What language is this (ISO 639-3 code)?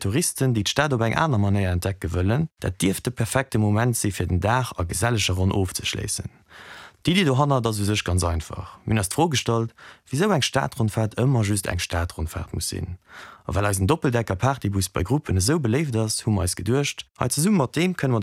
ltz